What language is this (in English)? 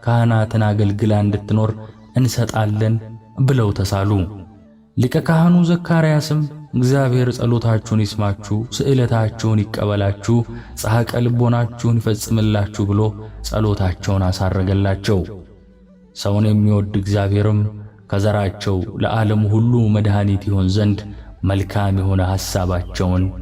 Amharic